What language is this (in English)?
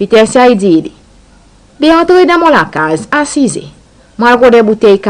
Seselwa Creole French